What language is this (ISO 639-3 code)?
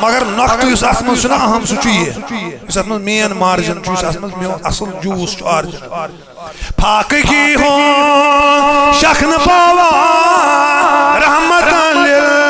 kas